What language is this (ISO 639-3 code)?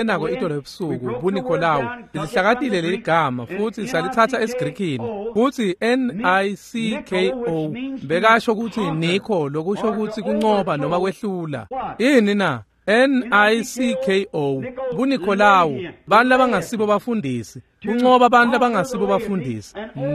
ssw